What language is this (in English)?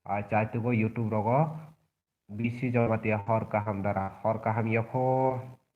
Kok Borok